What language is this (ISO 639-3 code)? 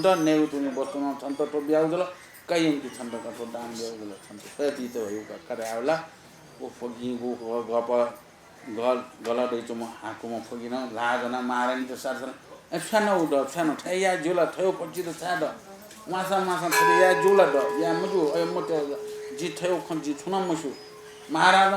new